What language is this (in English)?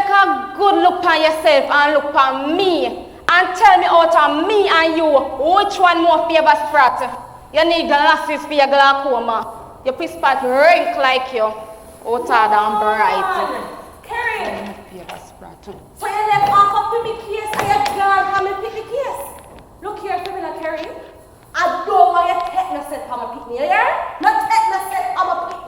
Jamaican Creole English